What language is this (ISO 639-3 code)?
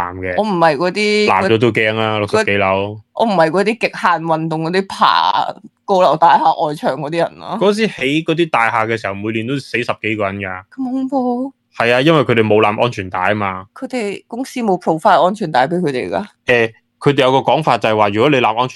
yue